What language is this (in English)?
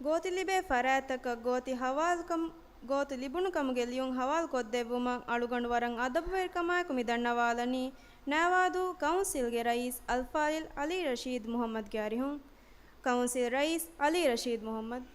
Divehi